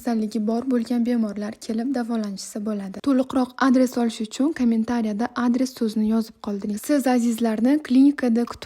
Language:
Uzbek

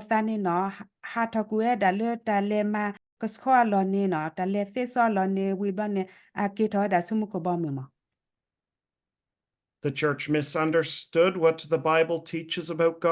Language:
S'gaw Karen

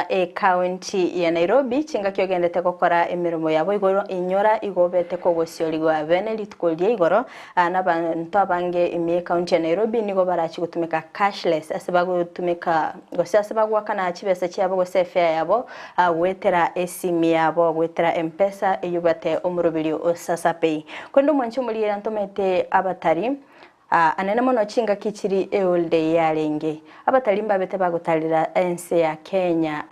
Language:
Gusii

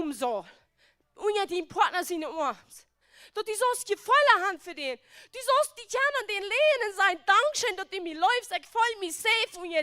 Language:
Plautdietsch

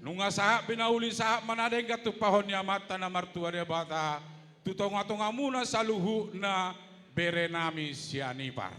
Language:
Batak Toba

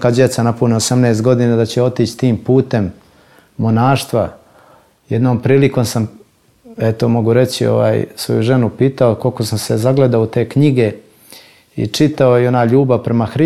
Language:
Serbian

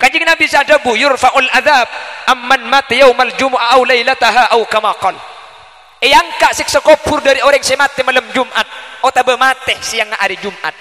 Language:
Madurese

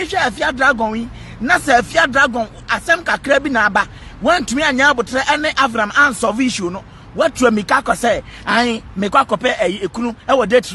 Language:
Akan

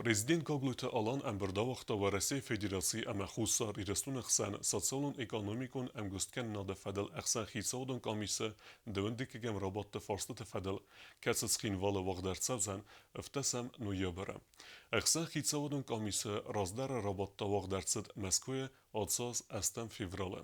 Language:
Ossetic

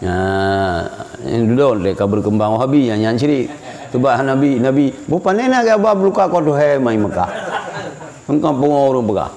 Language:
Achinese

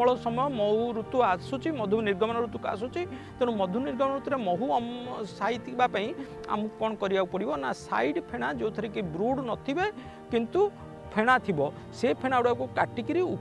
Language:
Odia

